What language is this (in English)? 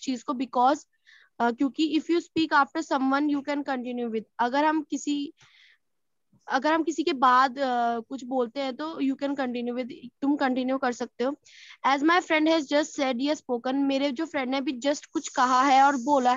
Hindi